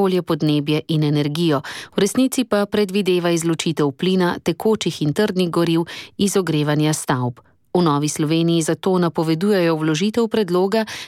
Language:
Slovenian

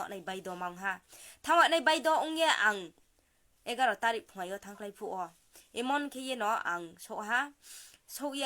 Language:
Riang (India)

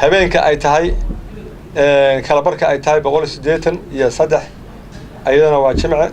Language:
Somali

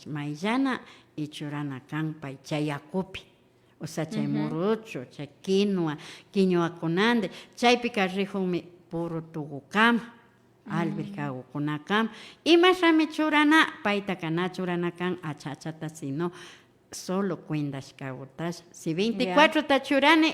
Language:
Imbabura Highland Quichua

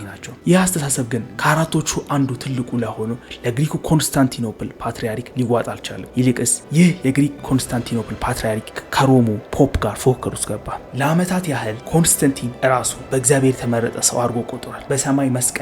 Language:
Amharic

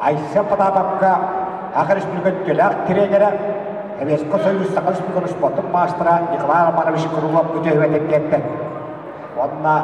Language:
Yakut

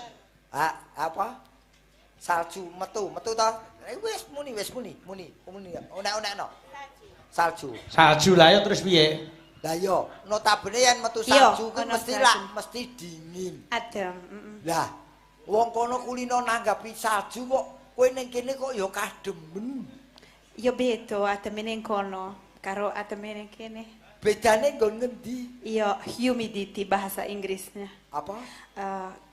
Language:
Javanese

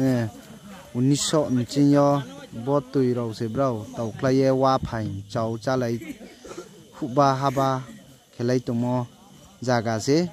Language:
Riang (India)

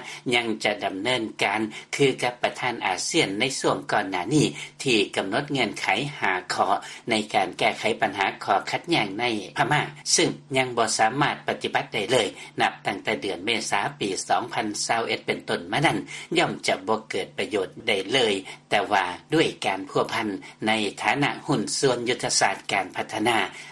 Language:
Lao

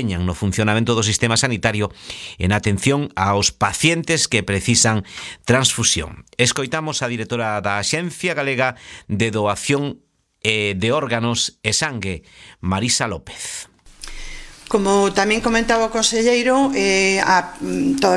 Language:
Galician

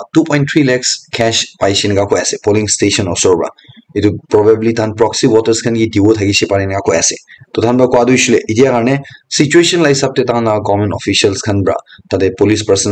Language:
Naga Pidgin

